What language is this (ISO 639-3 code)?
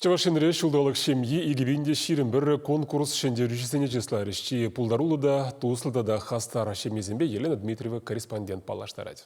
chv